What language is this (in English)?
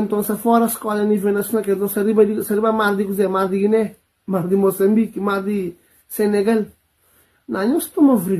Kabuverdianu